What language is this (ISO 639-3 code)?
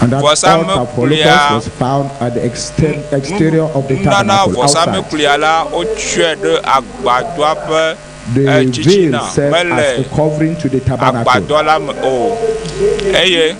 ewe